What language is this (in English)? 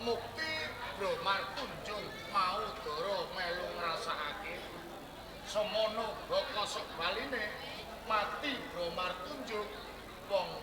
Javanese